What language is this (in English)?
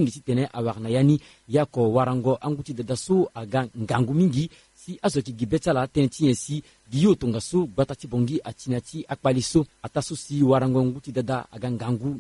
Sango